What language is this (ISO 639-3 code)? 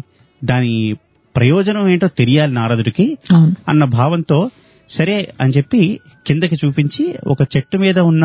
tel